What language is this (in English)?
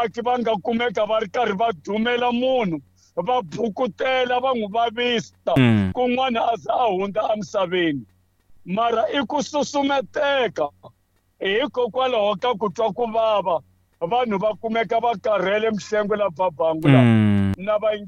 Tsonga